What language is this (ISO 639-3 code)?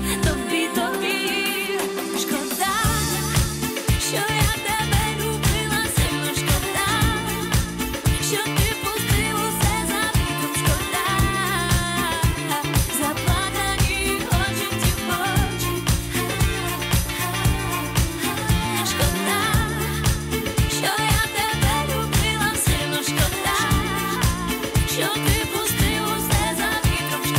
ukr